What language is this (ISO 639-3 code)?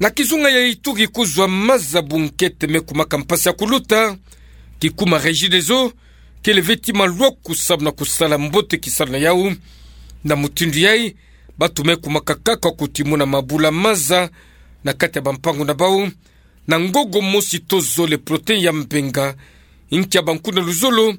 ktu